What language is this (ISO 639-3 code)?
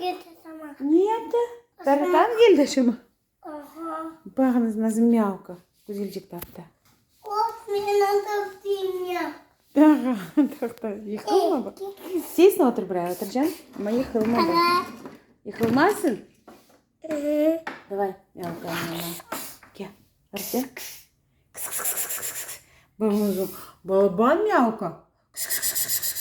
crh